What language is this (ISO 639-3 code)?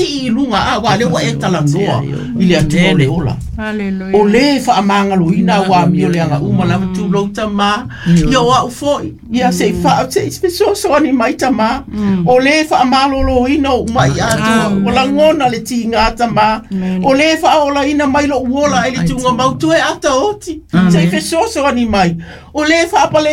smo